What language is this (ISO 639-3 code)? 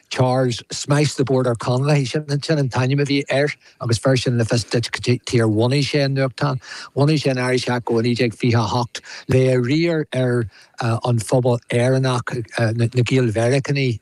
gle